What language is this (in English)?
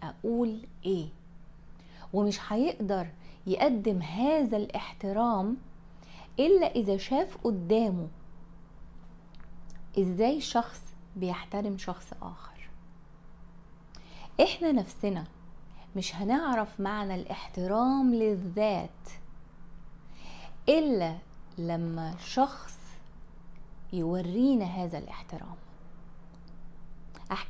Egyptian Arabic